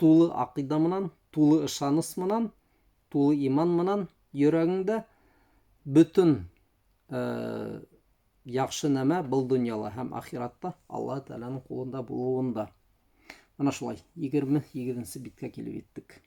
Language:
Bashkir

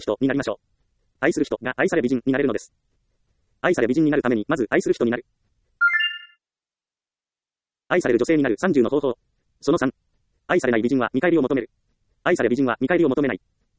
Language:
Japanese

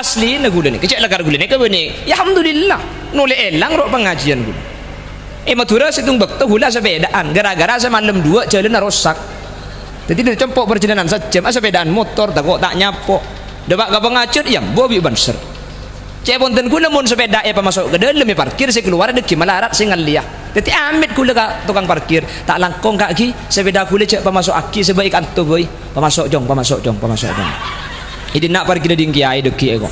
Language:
Madurese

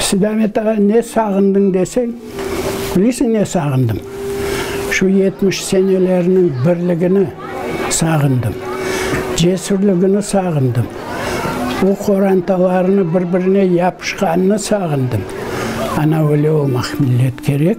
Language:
Crimean Tatar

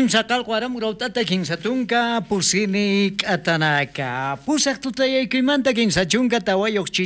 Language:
South Bolivian Quechua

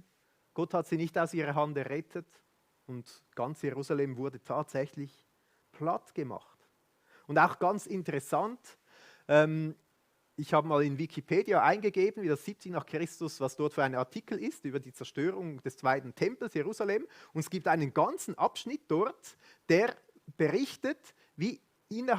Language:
Swiss German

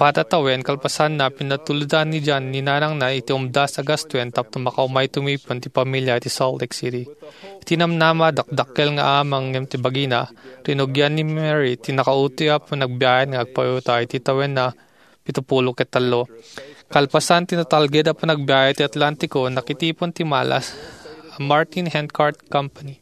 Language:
Iloko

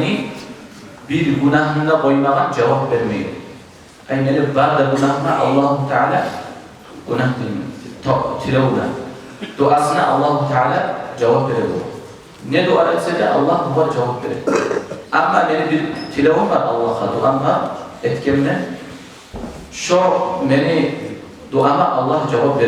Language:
Kumyk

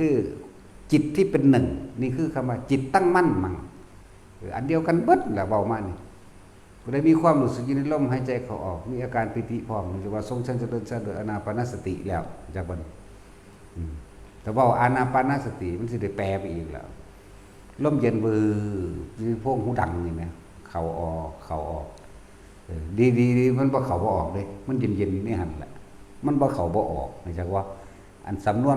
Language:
Northeastern Thai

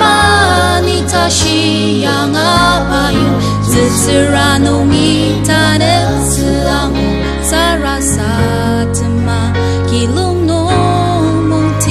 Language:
Ao Naga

